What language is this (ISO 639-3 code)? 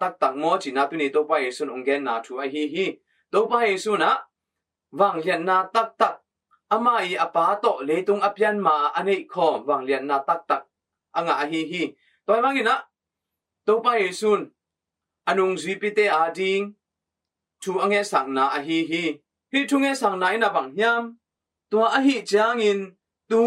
ctd